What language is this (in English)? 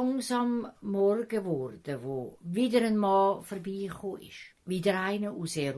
Swiss German